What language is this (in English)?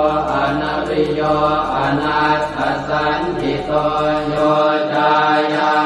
Pali